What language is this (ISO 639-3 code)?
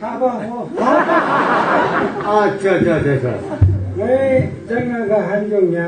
nbc